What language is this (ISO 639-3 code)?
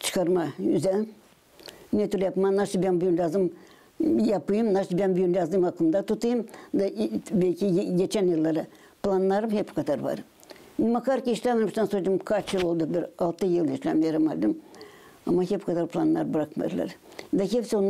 gag